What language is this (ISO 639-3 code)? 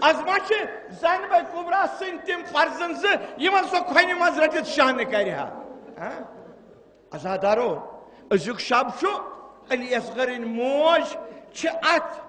kas